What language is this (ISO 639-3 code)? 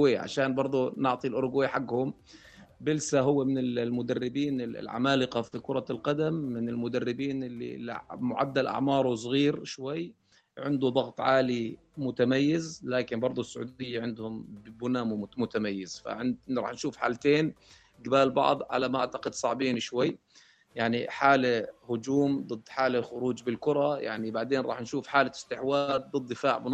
apc